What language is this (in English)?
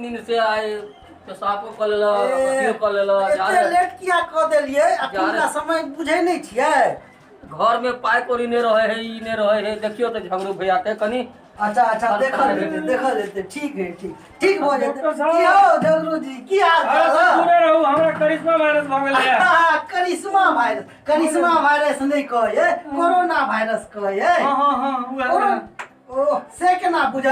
Maithili